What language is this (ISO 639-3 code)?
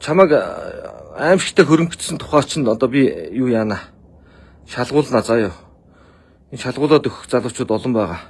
mon